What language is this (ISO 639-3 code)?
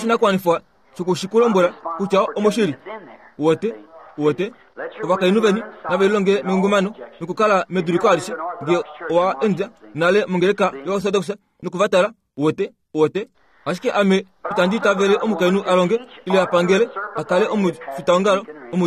kua